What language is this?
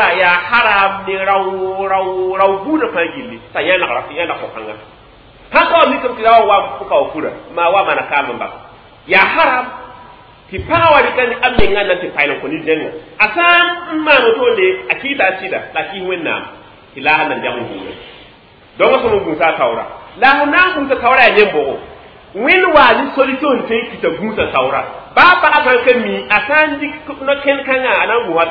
Mossi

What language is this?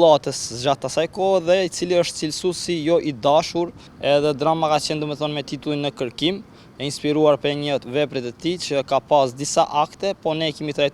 Albanian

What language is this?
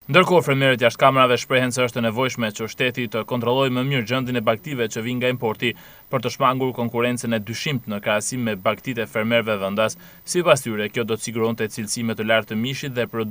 Albanian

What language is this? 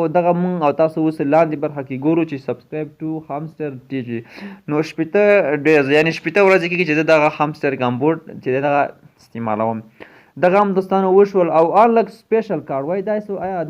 Pashto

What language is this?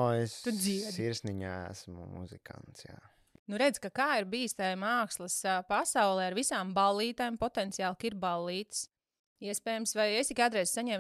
Latvian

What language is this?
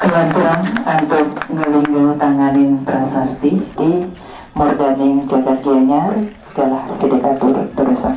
Balinese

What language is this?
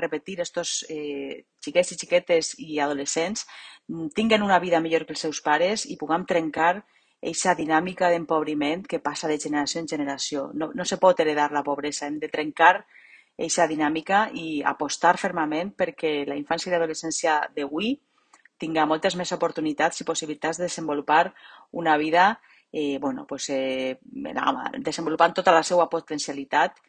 Catalan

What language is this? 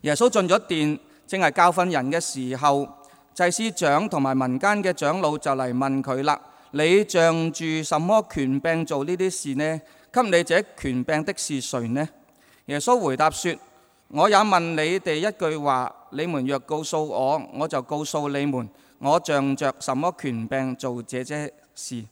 Cantonese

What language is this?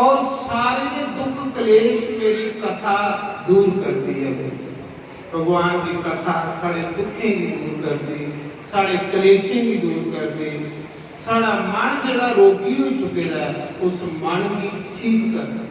Dogri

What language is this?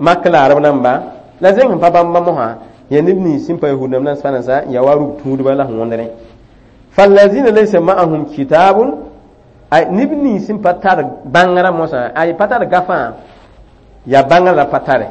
Mossi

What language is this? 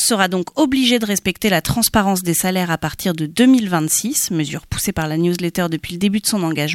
French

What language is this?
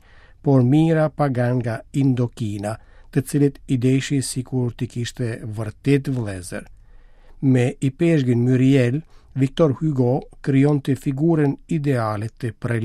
Albanian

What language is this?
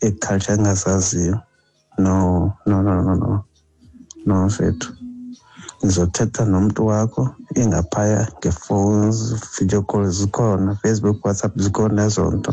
Xhosa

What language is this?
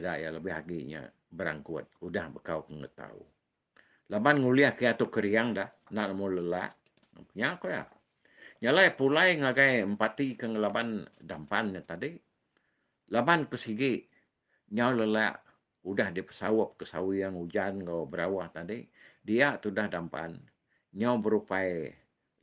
Iban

